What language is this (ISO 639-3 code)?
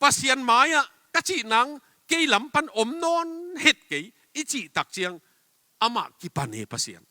ctd